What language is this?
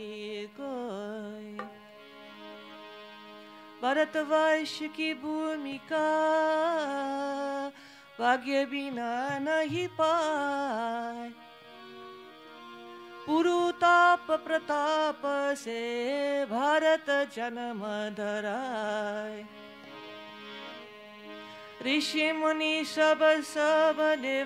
Hindi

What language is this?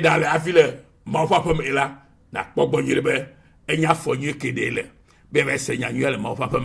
Ewe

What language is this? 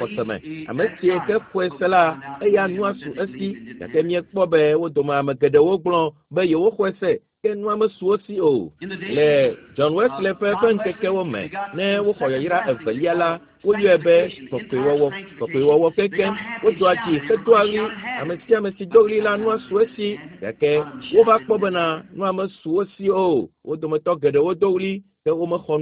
Ewe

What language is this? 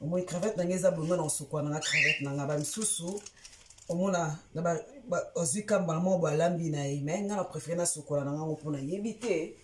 Lingala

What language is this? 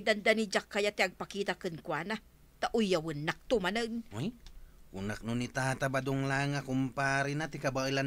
Iloko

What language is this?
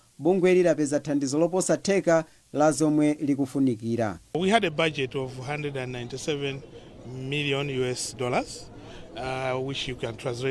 Nyanja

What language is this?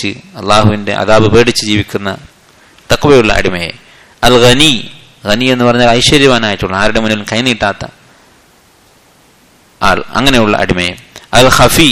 Malayalam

